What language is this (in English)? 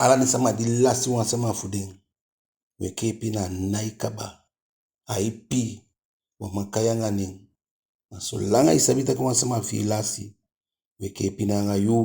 Eastern Maroon Creole